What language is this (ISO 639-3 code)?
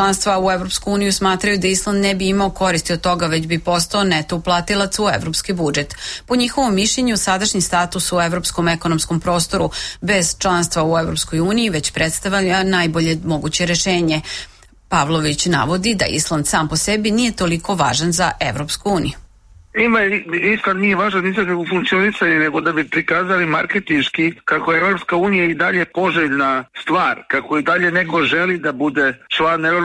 srp